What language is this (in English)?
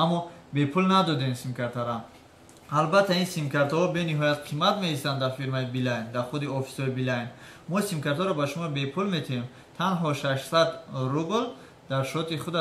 Tajik